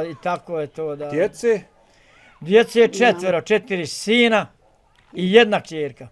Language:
Bosnian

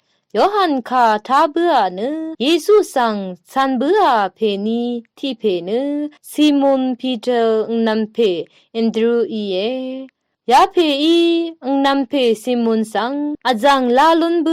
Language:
Rawang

